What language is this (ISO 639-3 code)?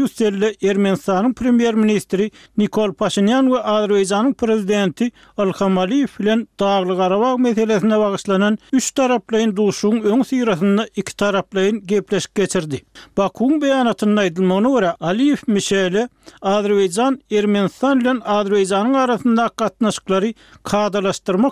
tuk